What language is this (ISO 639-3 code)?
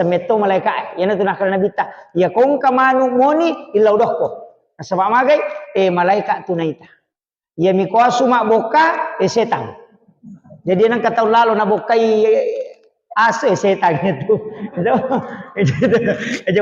bug